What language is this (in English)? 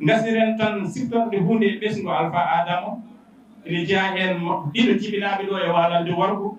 Fula